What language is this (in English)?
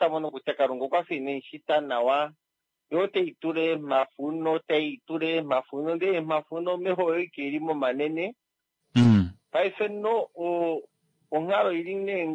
Kuanyama